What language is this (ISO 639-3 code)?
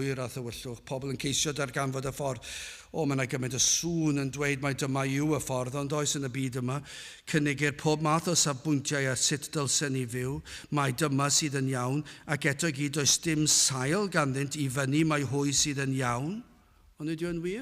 cym